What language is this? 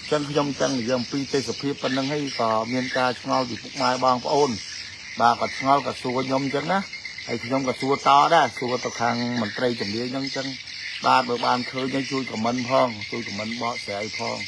Khmer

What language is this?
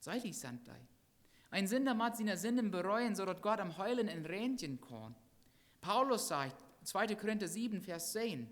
Plautdietsch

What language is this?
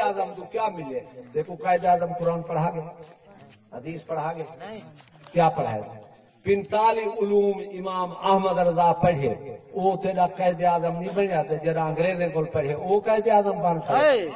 Saraiki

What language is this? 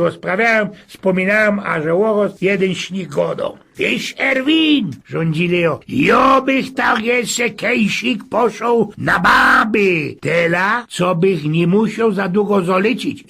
Silesian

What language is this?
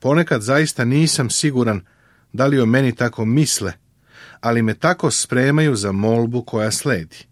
Serbian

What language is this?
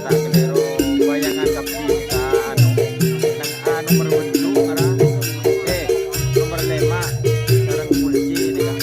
Madurese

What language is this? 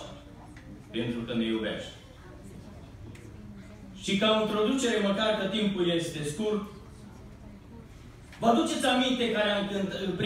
Romanian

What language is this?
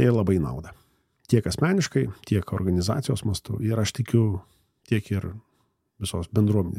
Lithuanian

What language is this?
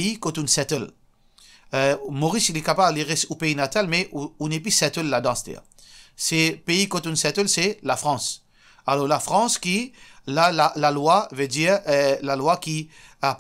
Morisyen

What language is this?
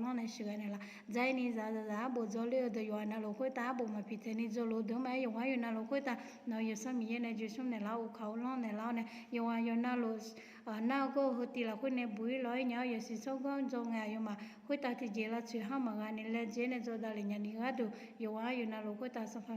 Akha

